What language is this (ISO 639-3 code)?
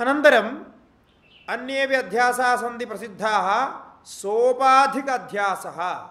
san